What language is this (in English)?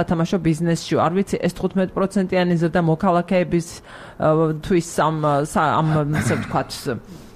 Georgian